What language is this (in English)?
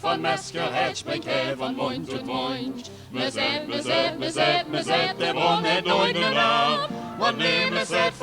Limburgish